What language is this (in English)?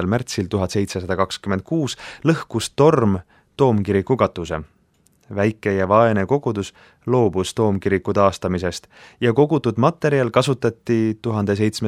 Estonian